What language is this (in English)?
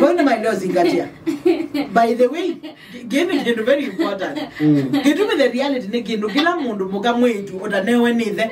Kamba